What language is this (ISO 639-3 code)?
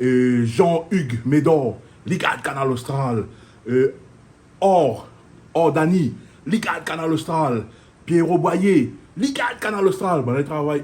rcf